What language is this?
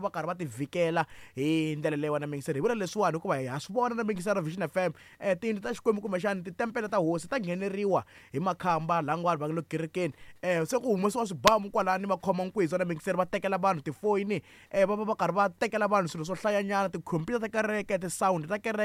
Tsonga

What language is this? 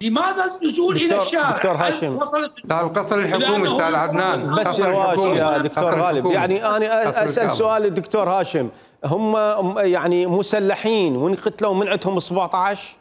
Mesopotamian Arabic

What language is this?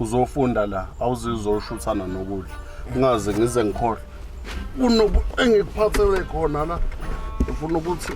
Zulu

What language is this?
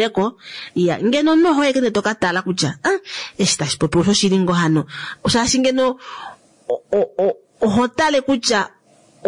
Kuanyama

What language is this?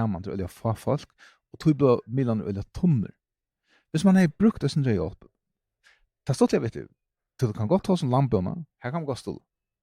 Faroese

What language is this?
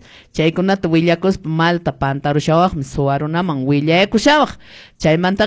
Quechua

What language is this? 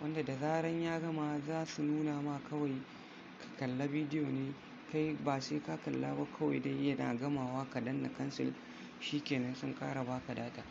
Hausa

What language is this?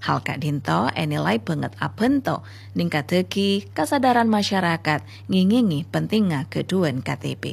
Madurese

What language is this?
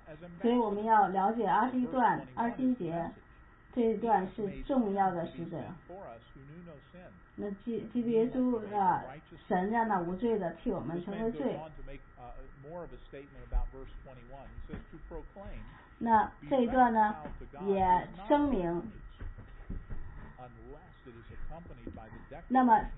Chinese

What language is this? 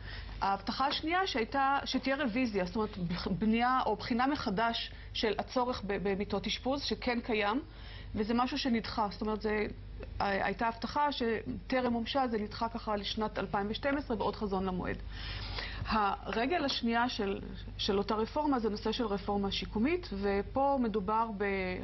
Hebrew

